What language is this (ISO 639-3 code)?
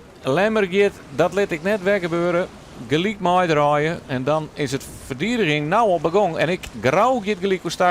fry